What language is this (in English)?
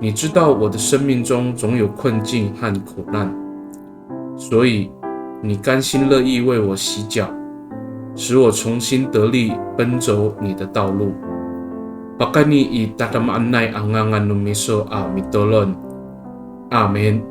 Amis